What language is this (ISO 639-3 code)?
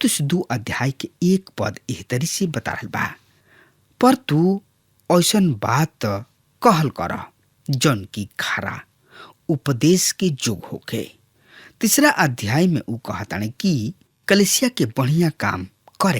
bho